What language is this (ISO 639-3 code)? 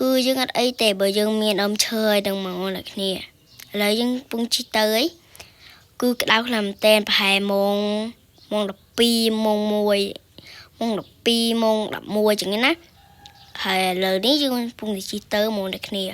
khm